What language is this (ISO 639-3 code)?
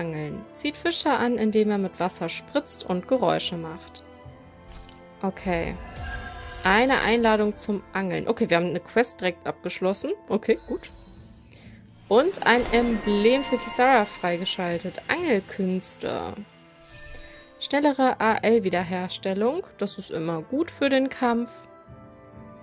deu